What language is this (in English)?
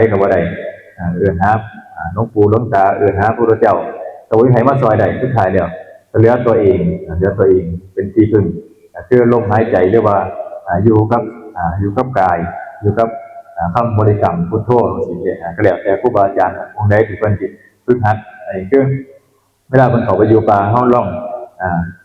Northeastern Thai